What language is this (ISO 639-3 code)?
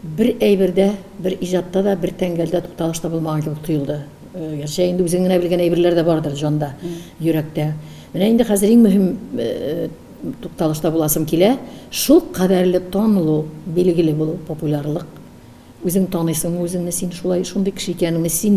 tat